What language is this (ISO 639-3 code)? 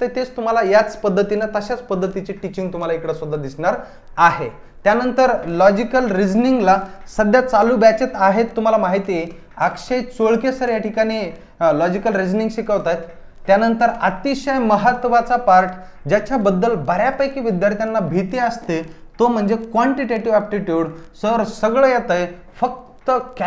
mar